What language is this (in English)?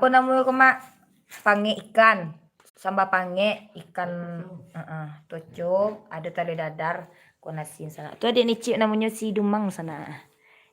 Minangkabau